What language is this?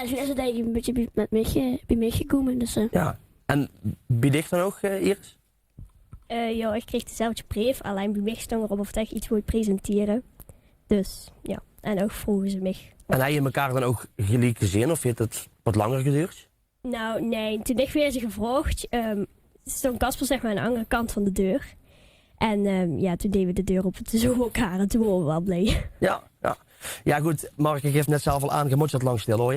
Limburgish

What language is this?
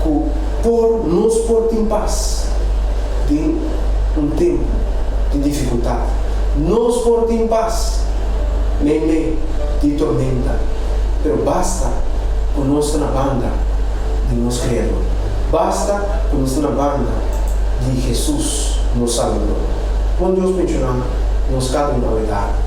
Papiamento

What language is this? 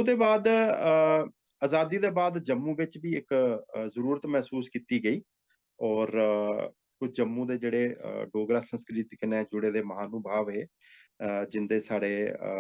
Dogri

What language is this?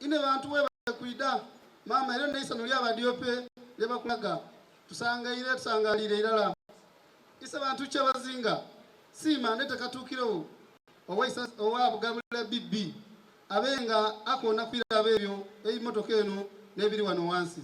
Soga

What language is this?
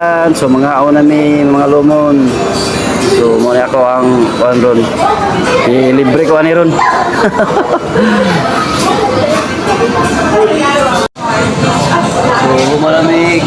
Cebuano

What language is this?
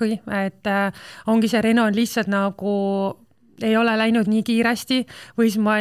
Estonian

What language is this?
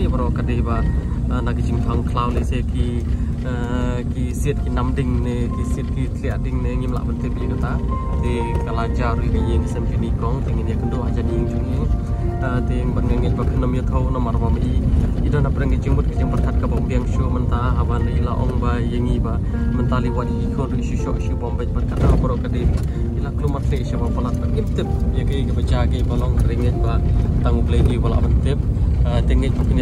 Khasi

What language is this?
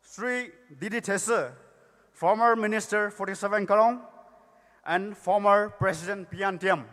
Poumei Naga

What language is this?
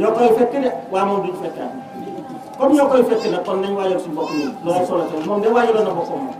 Wolof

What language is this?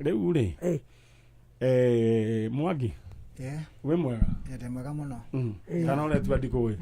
Kikuyu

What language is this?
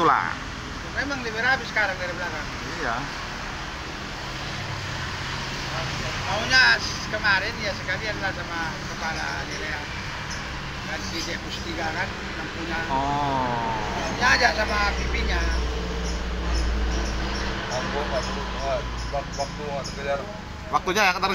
Indonesian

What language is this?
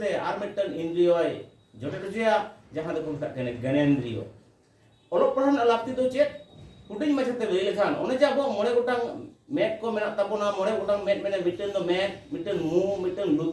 Santali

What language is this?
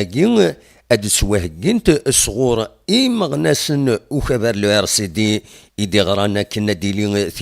Kabyle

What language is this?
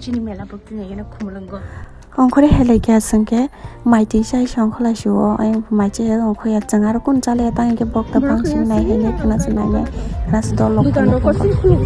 Kok Borok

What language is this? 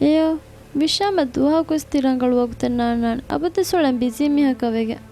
Divehi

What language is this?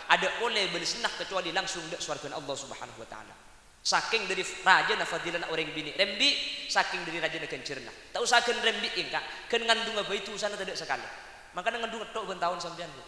Madurese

